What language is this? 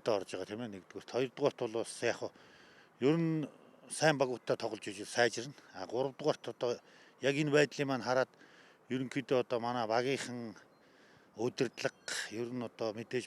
Mongolian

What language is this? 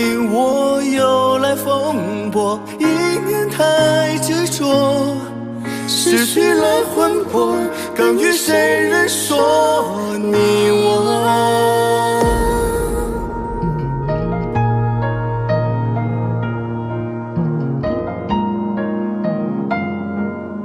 Chinese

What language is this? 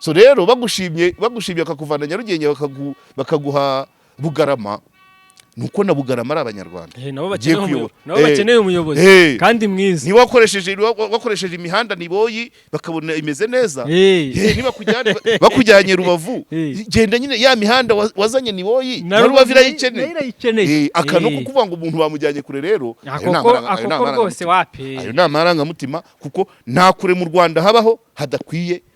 Kinyarwanda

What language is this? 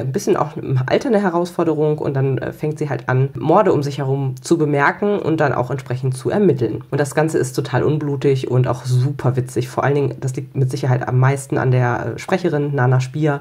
German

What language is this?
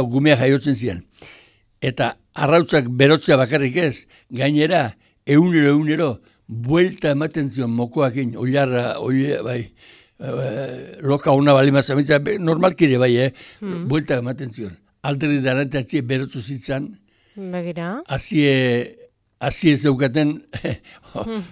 Basque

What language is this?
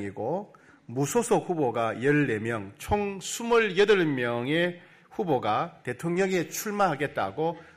Korean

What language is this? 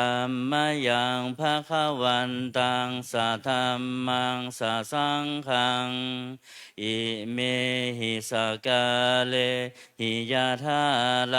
Pali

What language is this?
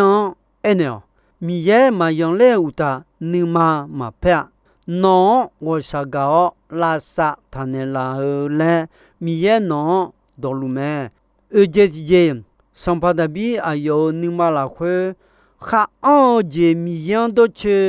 Akha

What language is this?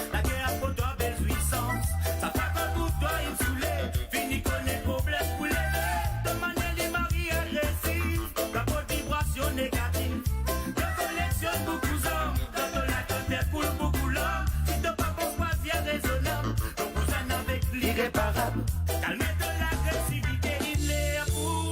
Morisyen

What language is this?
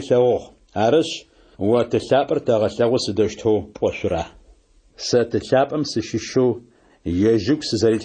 Adyghe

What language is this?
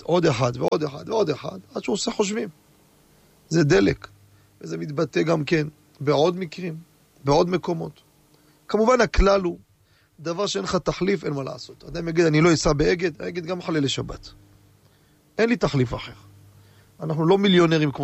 Hebrew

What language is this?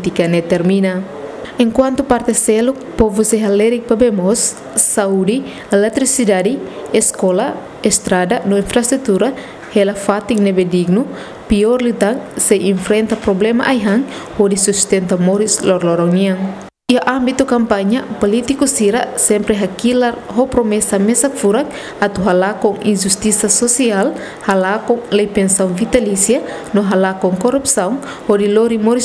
Tetum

